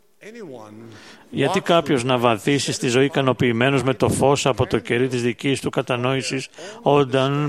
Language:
Greek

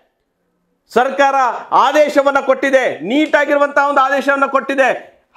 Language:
Kannada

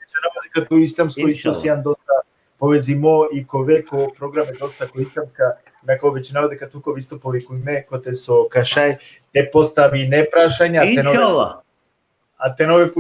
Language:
Balkan Romani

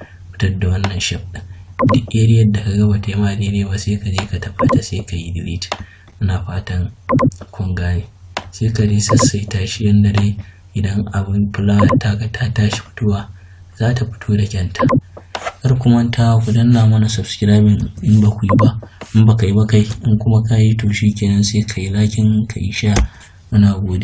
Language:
Hausa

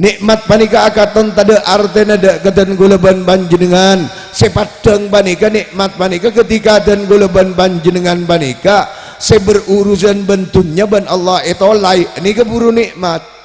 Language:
Madurese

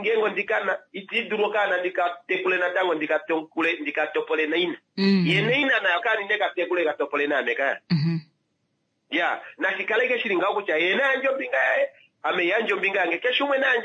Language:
Kuanyama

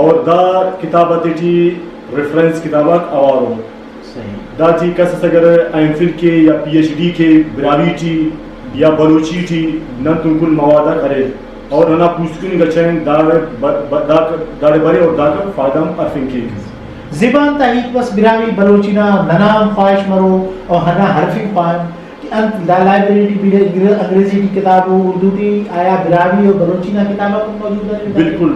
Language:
Brahui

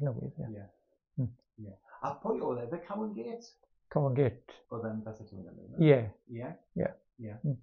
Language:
Welsh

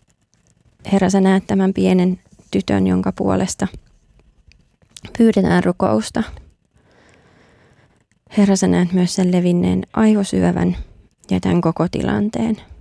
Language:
Finnish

